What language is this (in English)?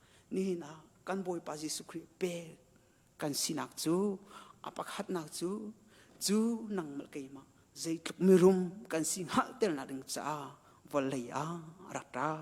Hakha Chin